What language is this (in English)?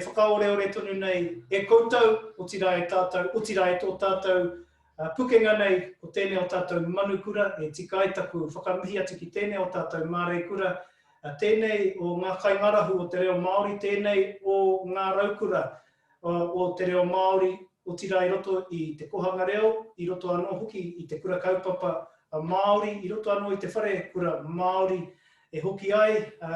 Māori